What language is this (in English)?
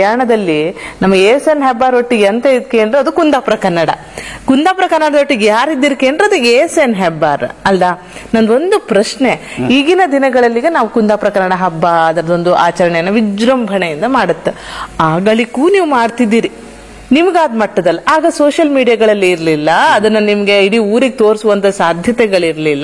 Kannada